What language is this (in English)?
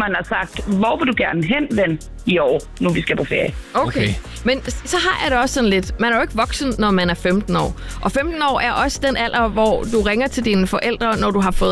Danish